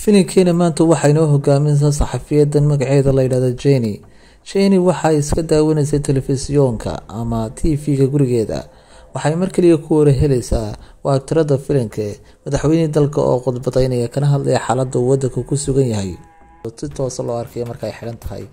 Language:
Somali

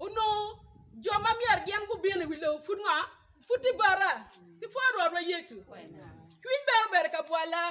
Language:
Acoli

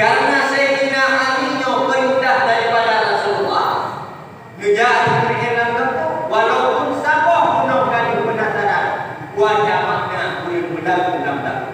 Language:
Achinese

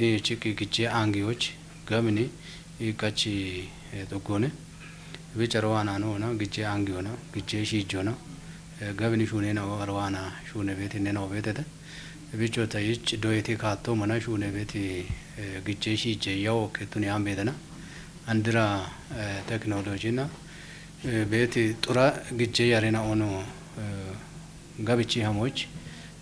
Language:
Kafa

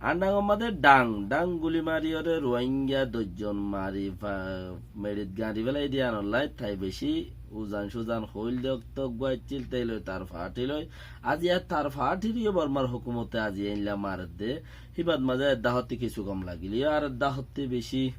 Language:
Rohingya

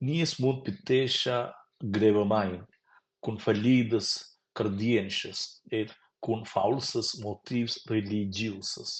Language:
Romansh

